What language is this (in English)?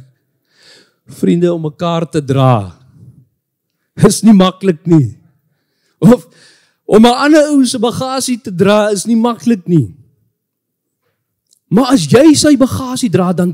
Afrikaans